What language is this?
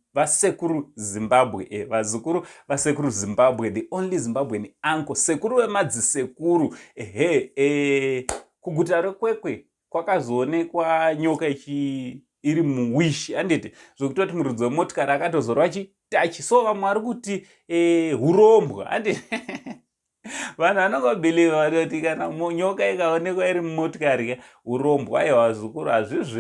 Shona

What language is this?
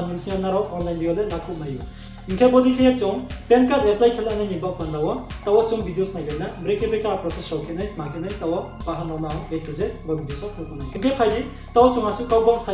Riang (India)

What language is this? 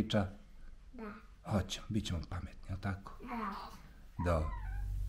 Bosnian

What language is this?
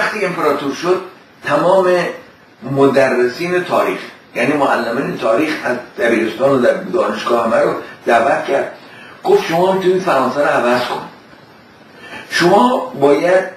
Persian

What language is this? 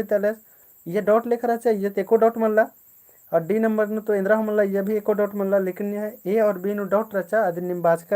Kurukh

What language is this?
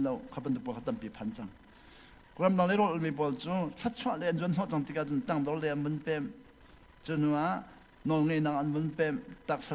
Hakha Chin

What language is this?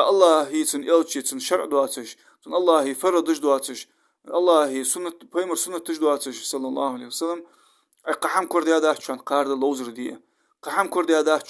Ingush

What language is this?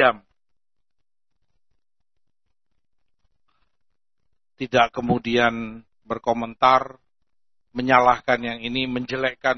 Indonesian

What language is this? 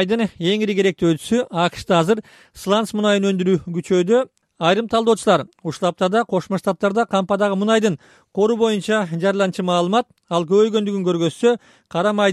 Kyrgyz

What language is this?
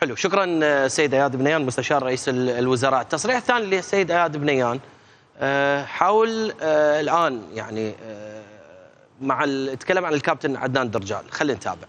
Mesopotamian Arabic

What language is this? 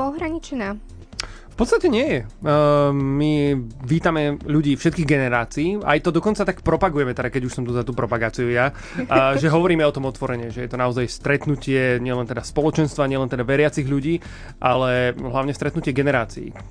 Slovak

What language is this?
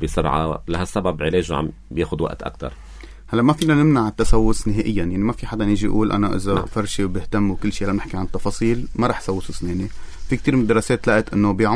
North Levantine Arabic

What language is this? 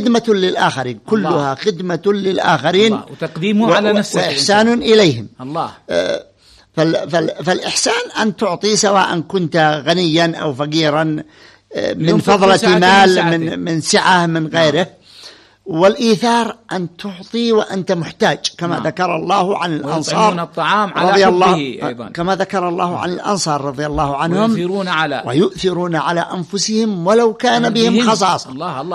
Arabic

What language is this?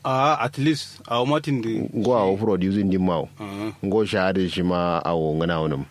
Kanuri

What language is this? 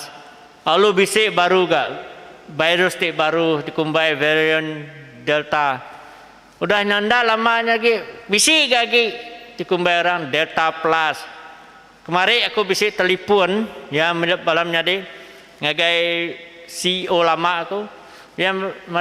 Iban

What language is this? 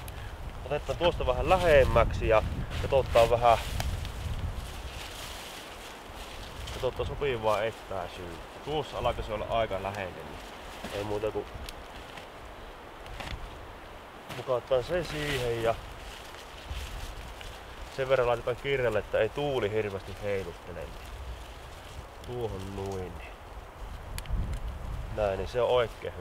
Finnish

